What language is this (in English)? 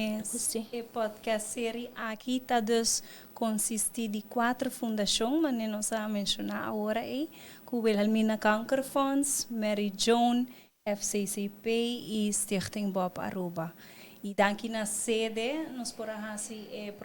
Papiamento